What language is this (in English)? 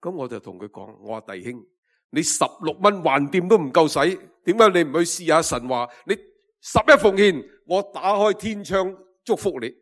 Cantonese